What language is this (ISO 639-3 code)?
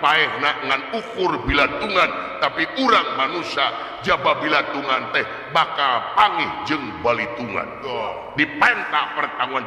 sun